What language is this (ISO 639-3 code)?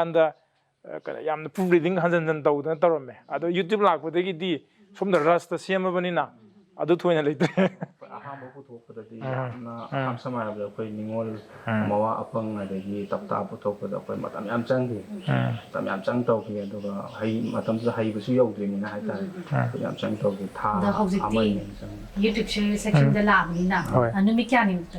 mni